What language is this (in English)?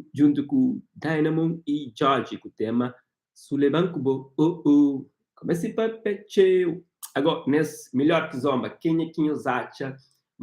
Kabuverdianu